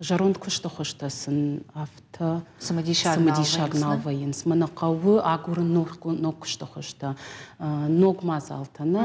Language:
Ossetic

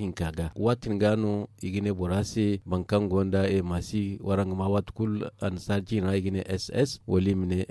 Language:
Zarma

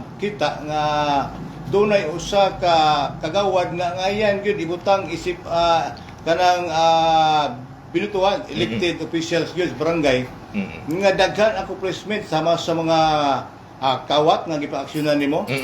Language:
Cebuano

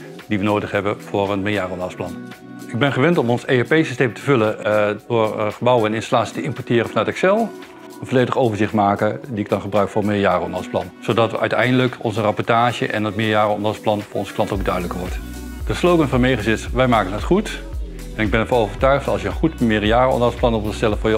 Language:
Dutch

